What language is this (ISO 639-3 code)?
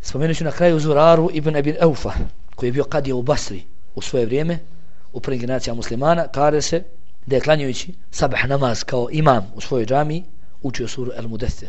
bos